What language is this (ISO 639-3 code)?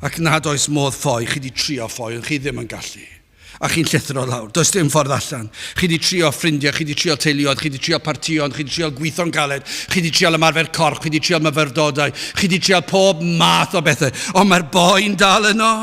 cym